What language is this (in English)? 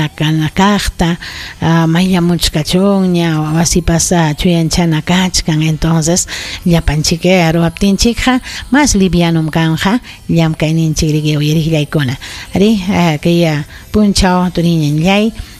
Ayacucho Quechua